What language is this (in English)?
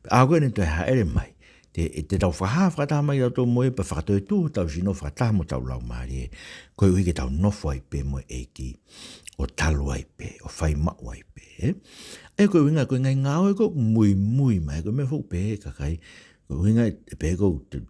Tongan